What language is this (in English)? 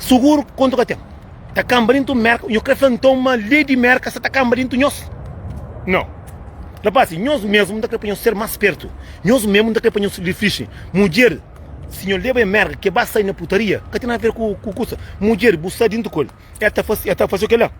Kabuverdianu